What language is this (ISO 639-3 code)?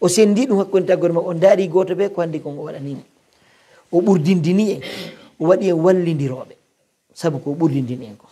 fuf